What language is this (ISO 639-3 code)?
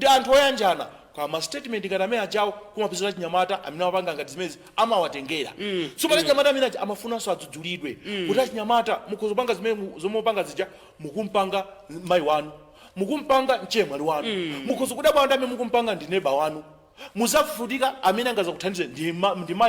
nya